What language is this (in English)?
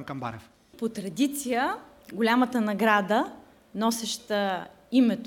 Bulgarian